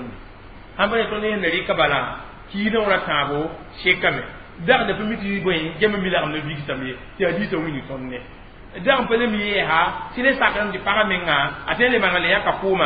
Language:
Mossi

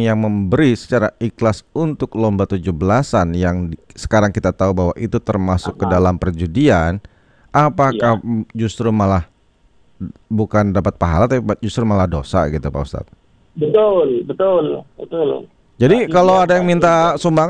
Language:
Indonesian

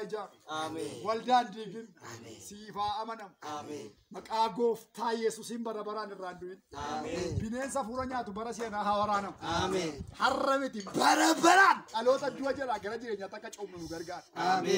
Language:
Oromo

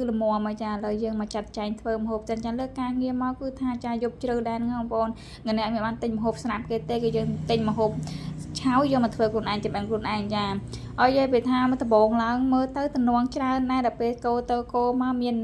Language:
Khmer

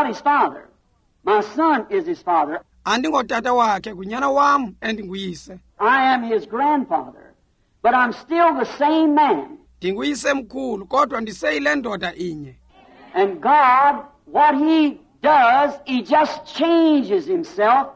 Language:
Xhosa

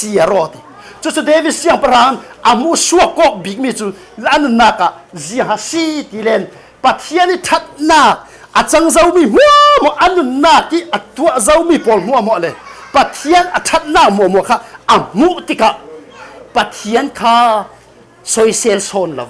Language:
Falam Chin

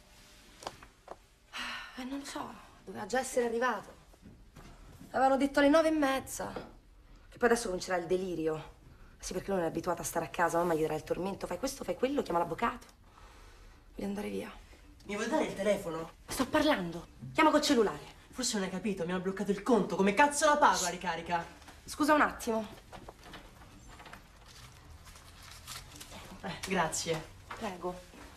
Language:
Italian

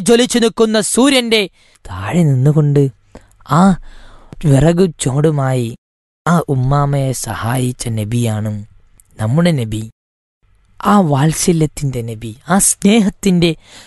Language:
Malayalam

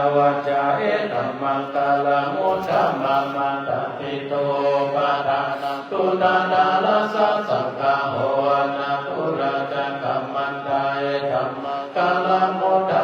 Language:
Pali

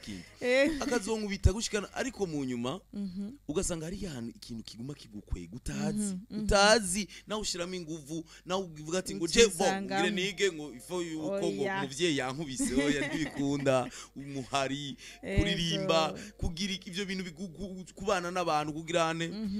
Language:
Rundi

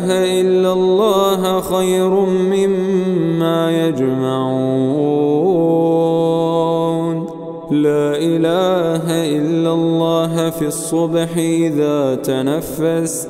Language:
Arabic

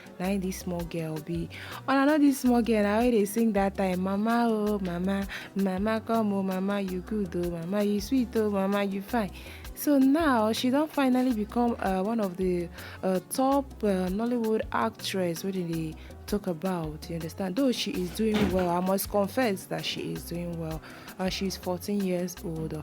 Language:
Nigerian Pidgin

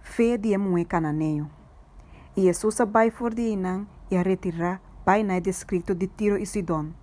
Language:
Papiamento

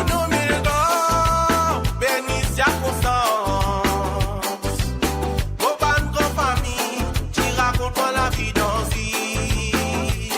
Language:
Morisyen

